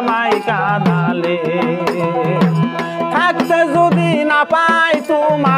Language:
Bangla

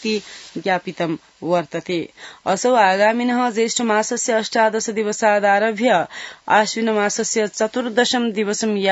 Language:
Sanskrit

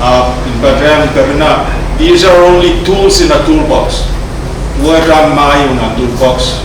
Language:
Pohnpeian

